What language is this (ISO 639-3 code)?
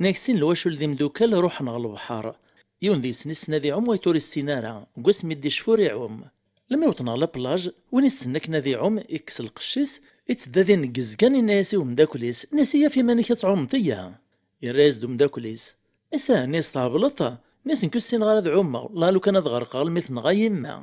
kab